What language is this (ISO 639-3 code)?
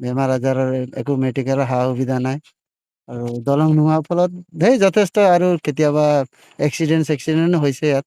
asm